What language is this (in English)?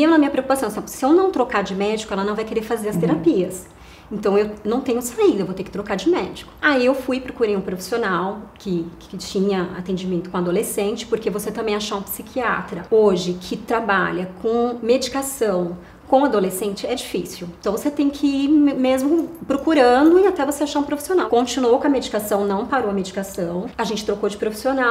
Portuguese